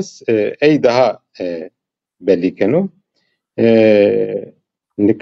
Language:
Zaza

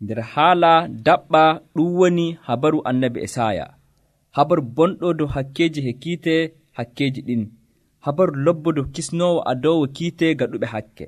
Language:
Nigerian Fulfulde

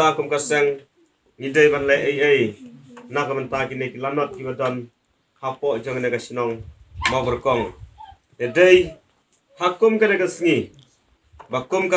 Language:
Khasi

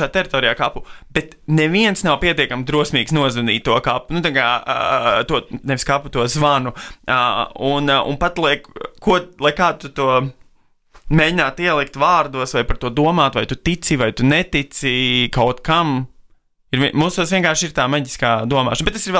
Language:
Latvian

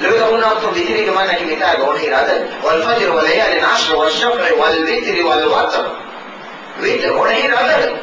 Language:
Divehi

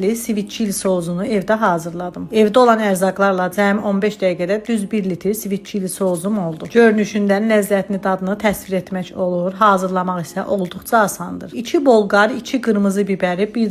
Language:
Azerbaijani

